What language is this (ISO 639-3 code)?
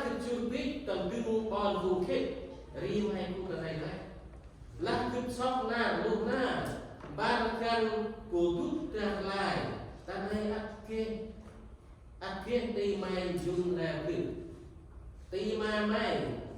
cmo